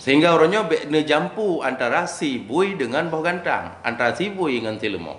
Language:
Achinese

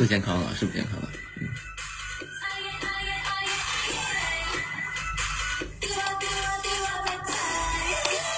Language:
Chinese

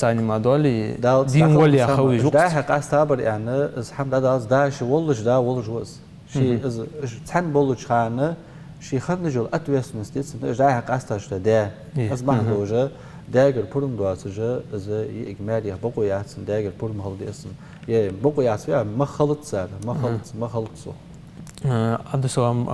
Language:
Ingush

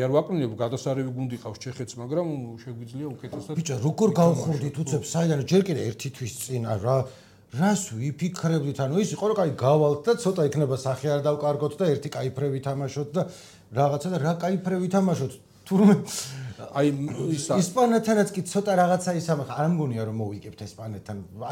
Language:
Georgian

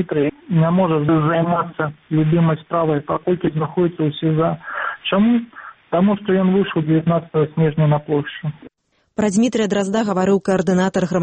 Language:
Belarusian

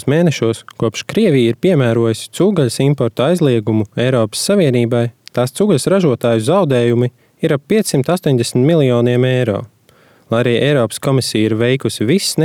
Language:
Latvian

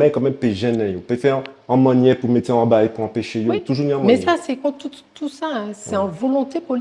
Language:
Guadeloupean Creole French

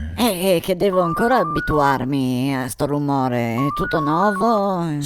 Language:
Venetian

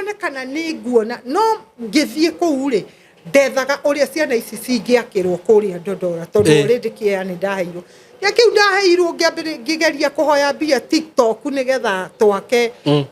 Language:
Kikuyu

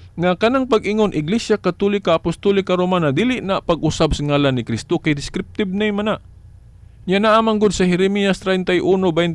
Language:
Cebuano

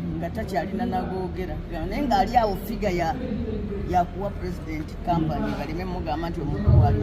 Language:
Ganda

